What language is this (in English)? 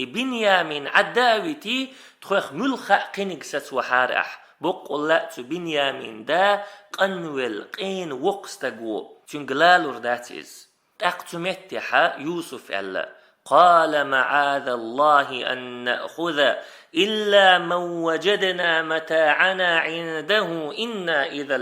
Chechen